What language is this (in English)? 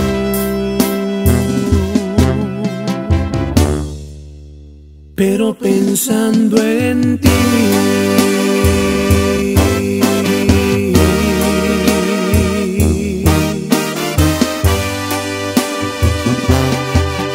Spanish